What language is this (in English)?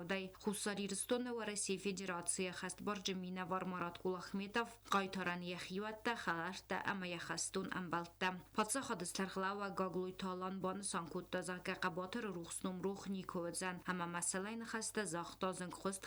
Ossetic